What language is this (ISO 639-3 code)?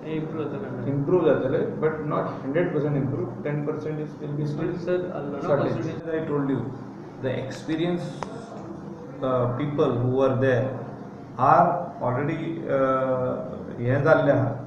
kok